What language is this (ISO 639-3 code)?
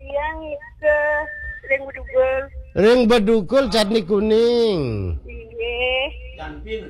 ban